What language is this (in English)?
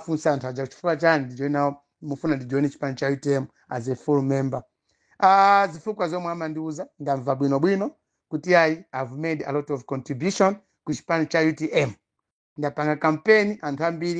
Nyanja